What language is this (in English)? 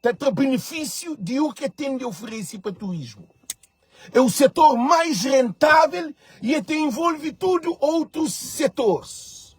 Kabuverdianu